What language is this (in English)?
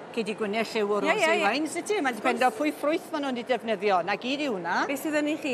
Welsh